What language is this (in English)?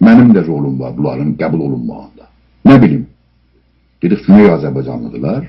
South Azerbaijani